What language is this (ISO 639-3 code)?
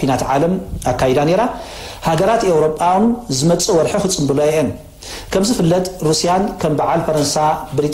tir